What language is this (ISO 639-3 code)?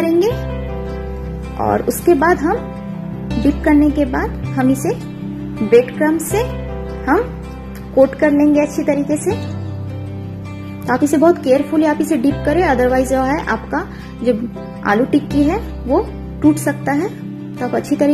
hin